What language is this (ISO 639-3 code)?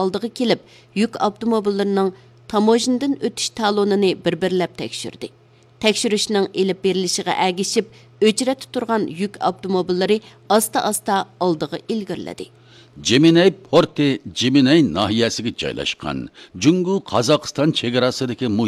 uig